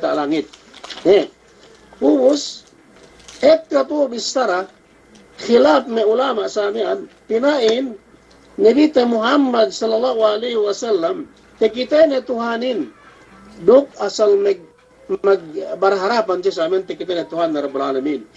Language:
Yakan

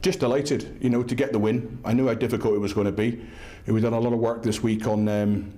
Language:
English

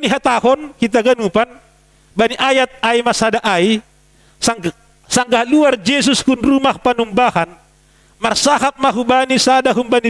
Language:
Batak Simalungun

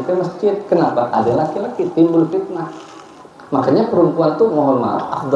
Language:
Banjar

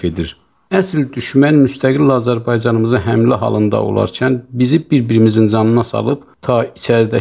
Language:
South Azerbaijani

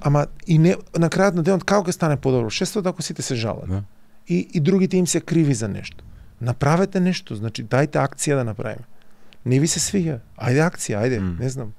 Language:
Macedonian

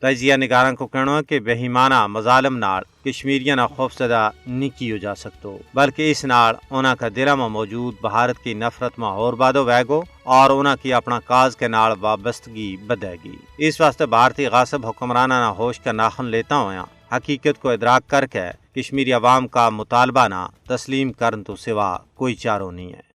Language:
Gujari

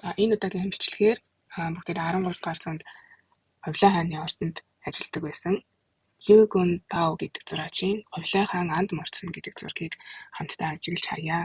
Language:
Mongolian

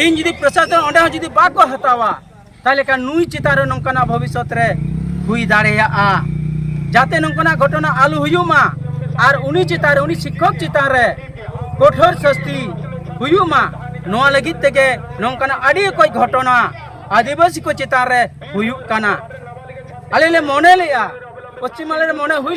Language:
Santali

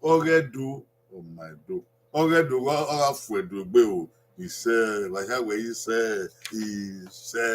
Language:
Bini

